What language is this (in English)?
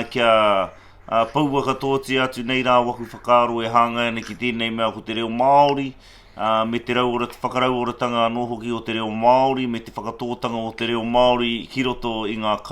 Māori